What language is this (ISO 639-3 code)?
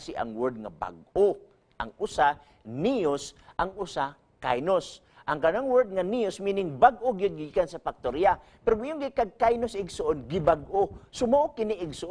ceb